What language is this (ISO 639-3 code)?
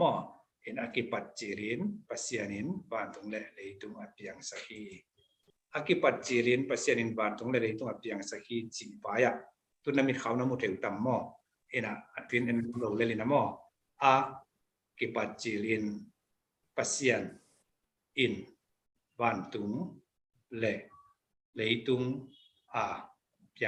ctd